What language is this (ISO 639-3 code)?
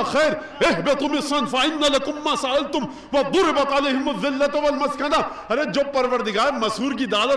urd